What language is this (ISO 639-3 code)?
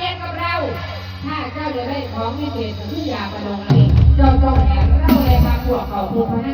lao